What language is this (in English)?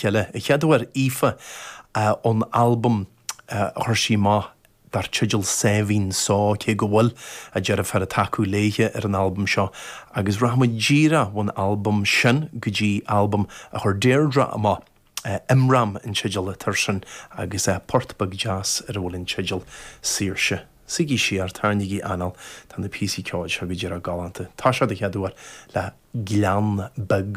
Irish